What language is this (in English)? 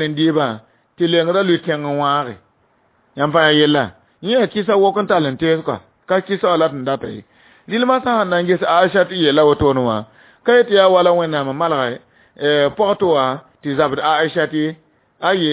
Mossi